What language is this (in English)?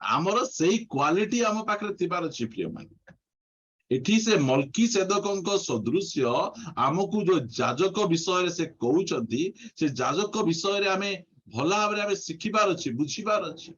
Odia